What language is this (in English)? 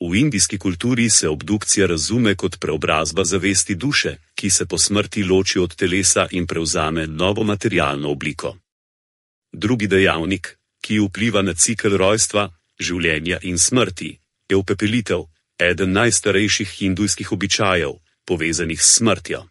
Slovenian